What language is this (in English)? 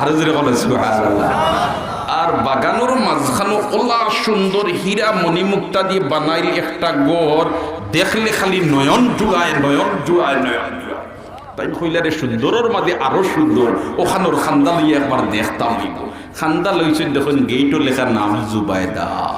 Sylheti